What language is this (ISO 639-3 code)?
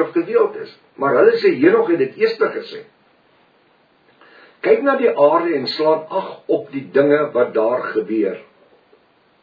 afr